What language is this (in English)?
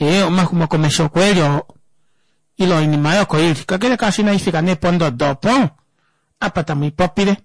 Kuanyama